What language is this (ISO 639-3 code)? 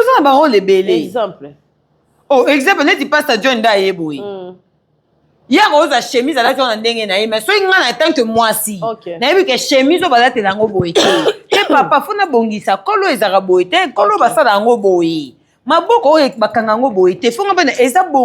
lin